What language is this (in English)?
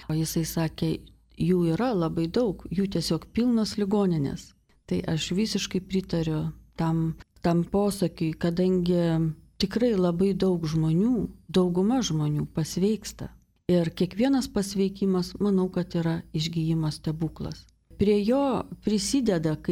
Lithuanian